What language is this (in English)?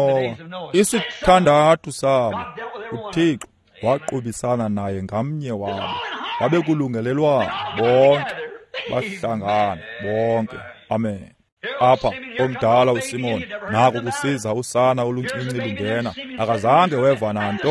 Xhosa